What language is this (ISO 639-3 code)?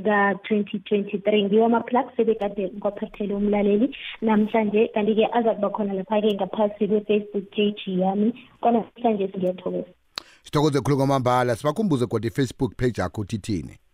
nbl